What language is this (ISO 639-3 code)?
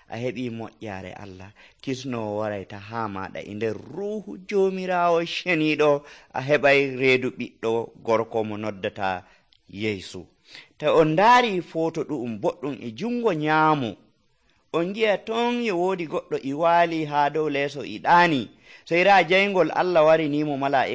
fuv